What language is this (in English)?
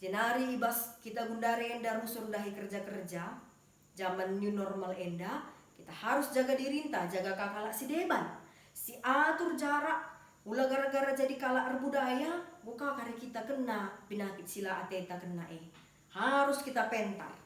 Batak Karo